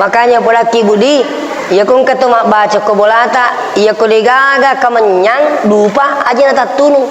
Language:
Buginese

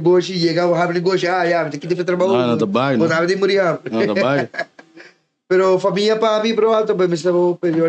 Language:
Papiamento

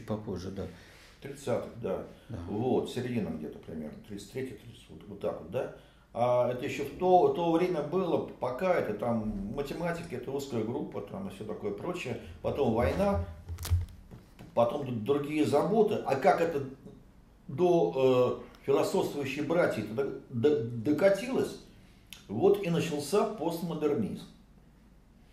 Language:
Russian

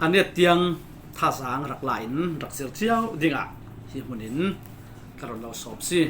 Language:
Falam Chin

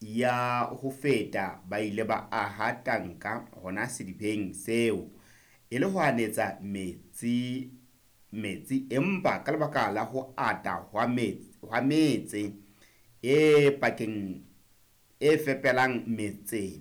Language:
Southern Sotho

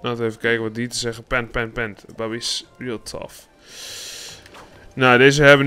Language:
Dutch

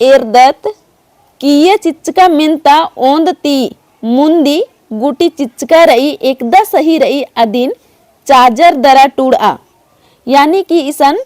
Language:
Kurukh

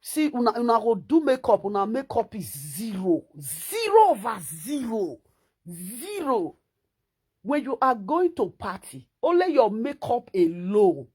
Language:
Nigerian Pidgin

